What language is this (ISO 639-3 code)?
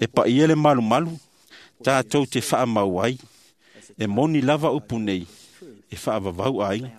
smo